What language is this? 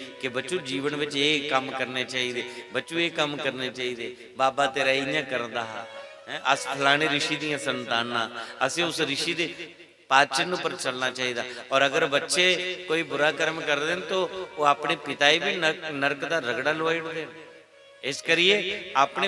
Dogri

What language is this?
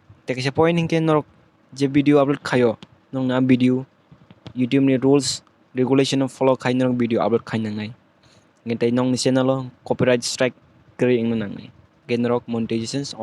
Kok Borok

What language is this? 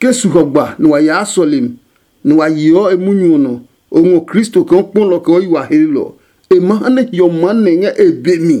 Adangme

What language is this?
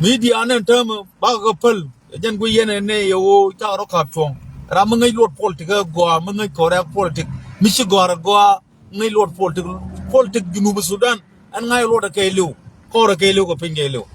Nuer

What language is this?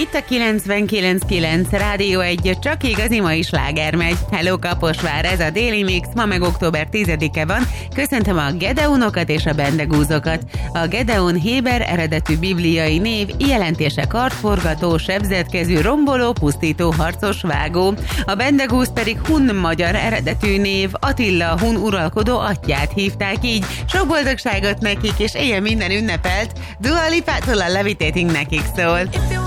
Hungarian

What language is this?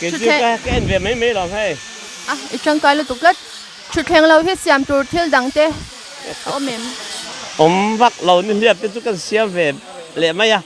Mizo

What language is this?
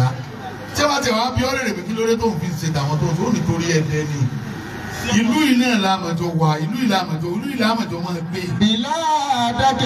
Yoruba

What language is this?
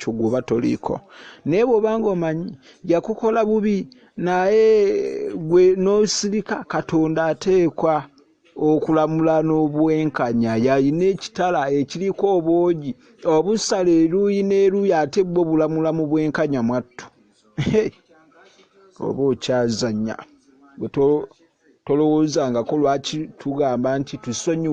Ganda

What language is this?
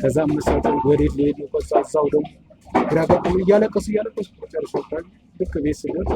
Amharic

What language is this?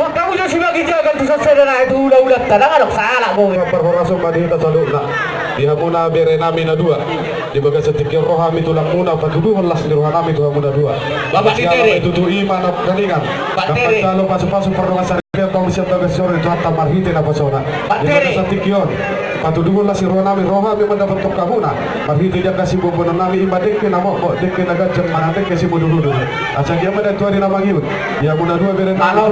Batak Toba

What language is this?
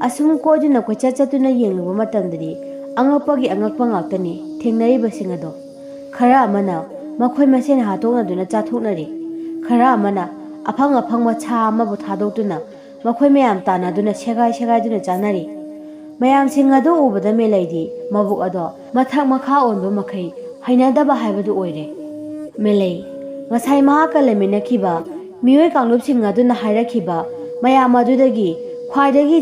Manipuri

